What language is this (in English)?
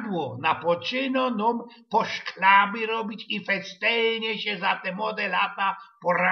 Silesian